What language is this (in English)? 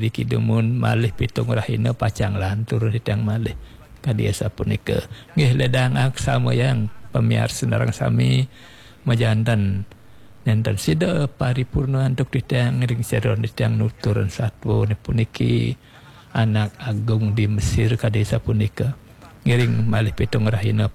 Balinese